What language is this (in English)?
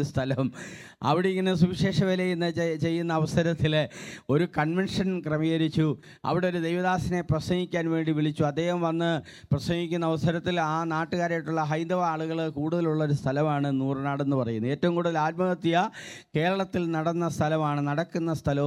Malayalam